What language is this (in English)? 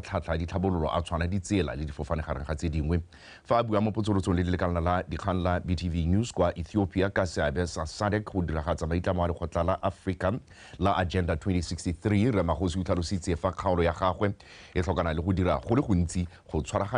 Tswana